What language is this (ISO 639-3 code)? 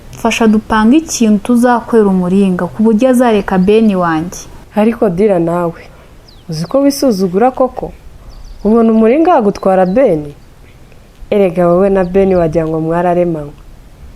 kin